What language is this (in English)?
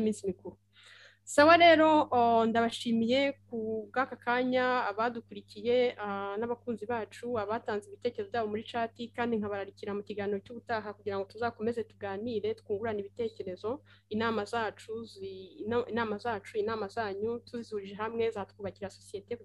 Kinyarwanda